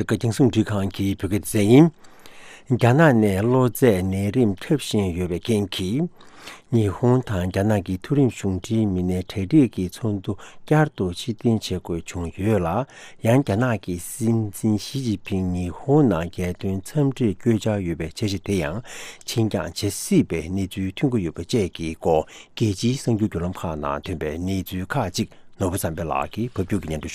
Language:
Tibetan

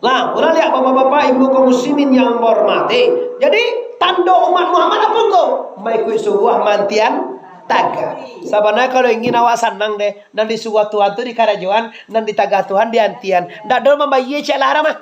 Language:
Minangkabau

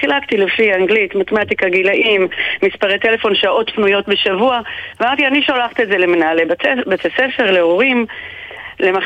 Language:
Hebrew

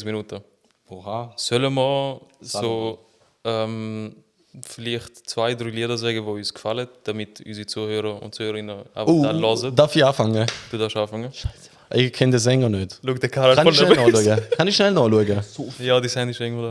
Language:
Swiss German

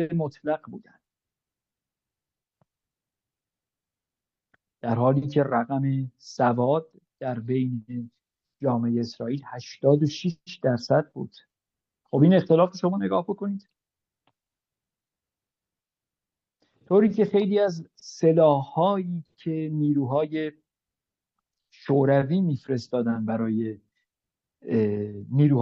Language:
Persian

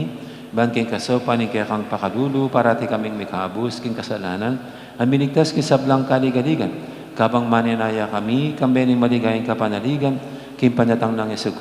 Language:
Pampanga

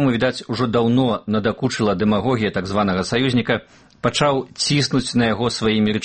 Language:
Belarusian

